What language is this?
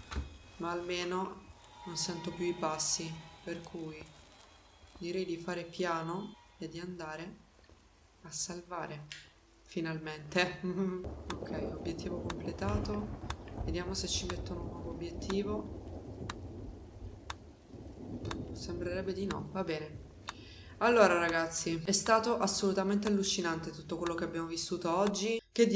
Italian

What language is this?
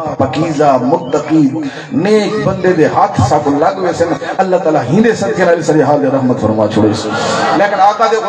Saraiki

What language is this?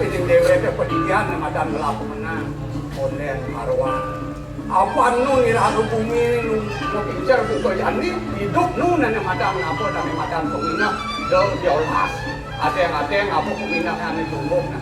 Balinese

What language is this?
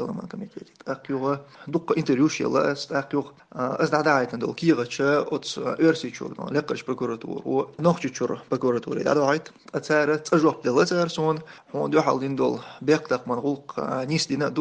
Chechen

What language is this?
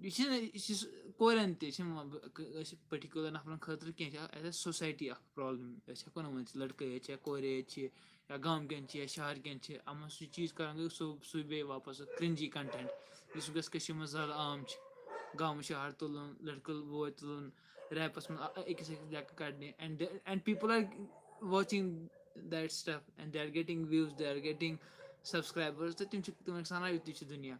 Kashmiri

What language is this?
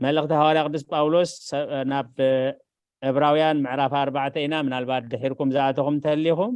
Tigrinya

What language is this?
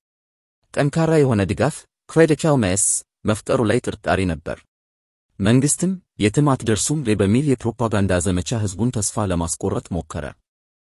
Amharic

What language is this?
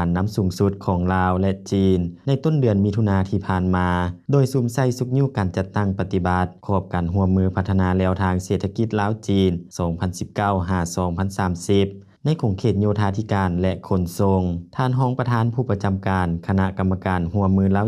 Lao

